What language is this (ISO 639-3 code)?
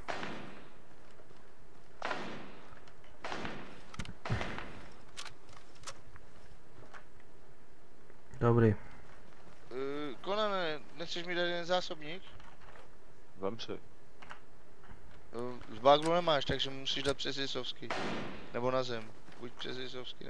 ces